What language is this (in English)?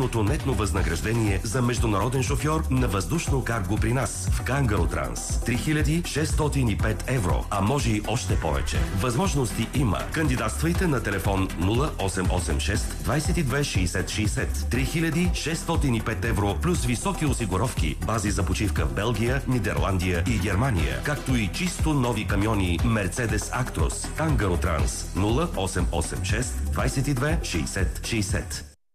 Bulgarian